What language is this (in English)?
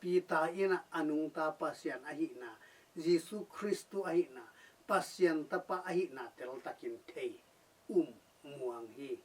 Tedim Chin